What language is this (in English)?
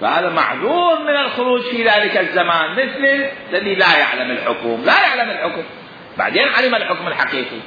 Mesopotamian Arabic